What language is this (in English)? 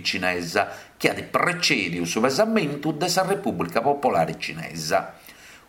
Sardinian